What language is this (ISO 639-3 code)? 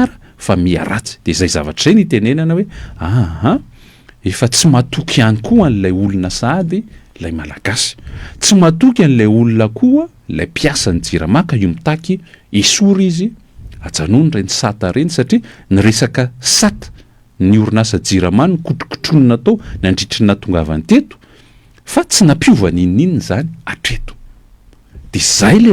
mlg